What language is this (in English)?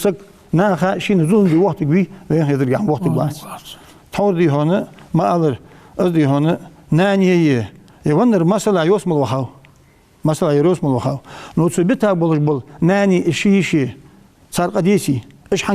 Ingush